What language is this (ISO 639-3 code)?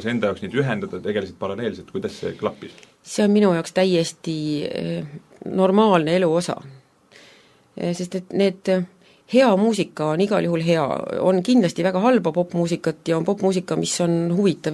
est